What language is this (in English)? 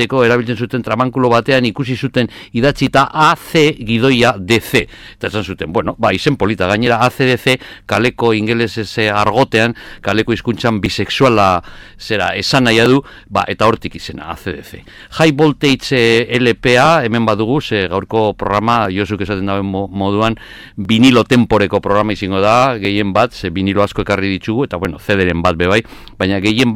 Basque